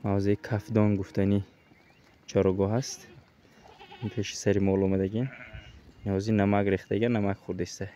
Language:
Tajik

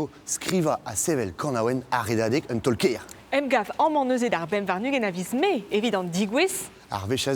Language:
Breton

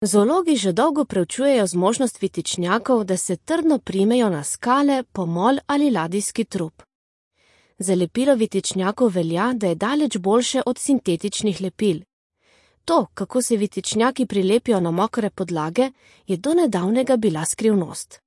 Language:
Slovenian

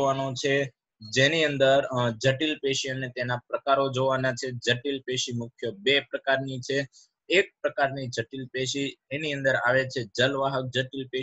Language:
Gujarati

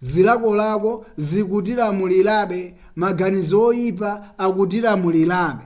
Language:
Nyanja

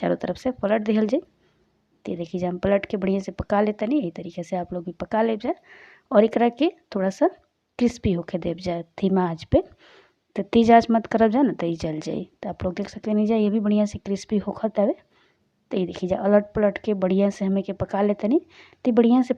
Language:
Bhojpuri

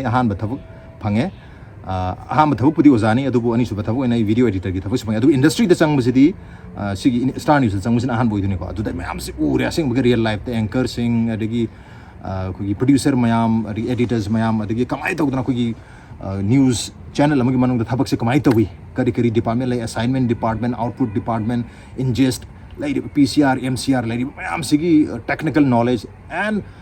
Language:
Manipuri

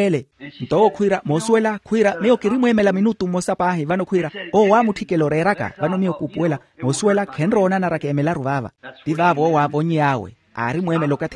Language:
Makhuwa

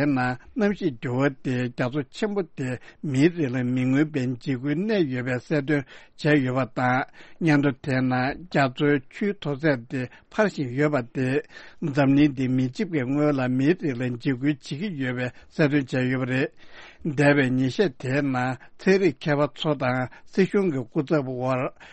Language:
Tibetan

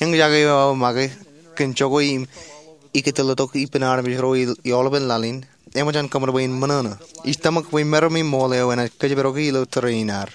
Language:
Marshallese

